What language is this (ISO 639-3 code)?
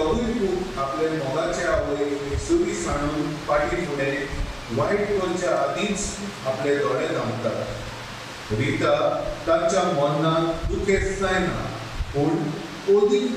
kok